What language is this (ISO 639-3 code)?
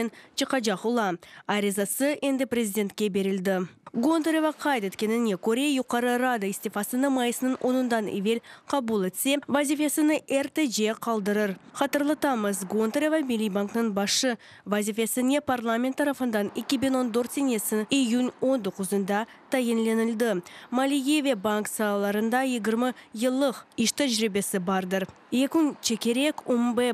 crh